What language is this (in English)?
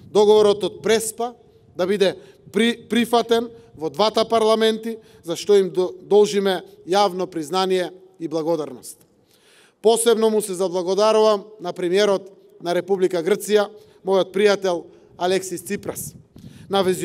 Macedonian